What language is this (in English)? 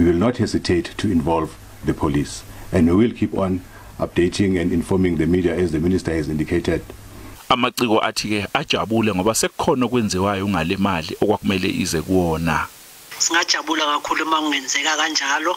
Zulu